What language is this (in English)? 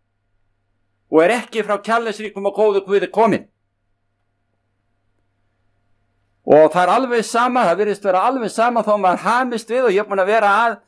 Icelandic